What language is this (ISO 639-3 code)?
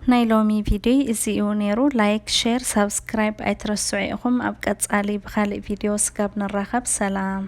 tir